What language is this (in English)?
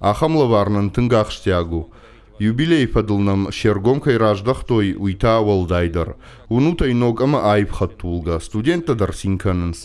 Ossetic